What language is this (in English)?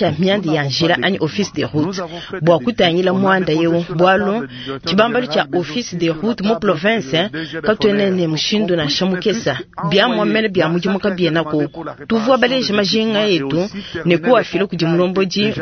Luba-Lulua